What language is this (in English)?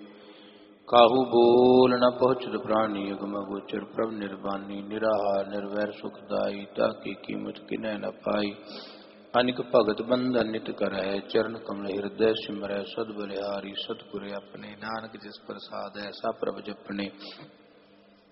Punjabi